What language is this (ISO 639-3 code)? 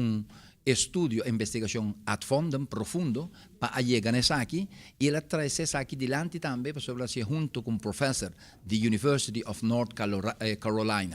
pap